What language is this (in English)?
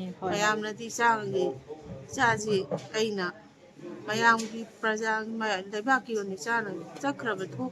Manipuri